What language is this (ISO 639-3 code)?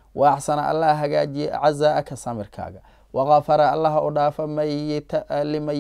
som